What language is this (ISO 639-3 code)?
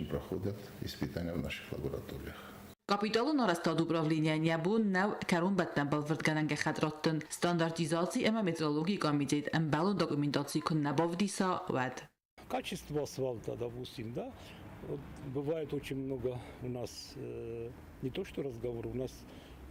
oss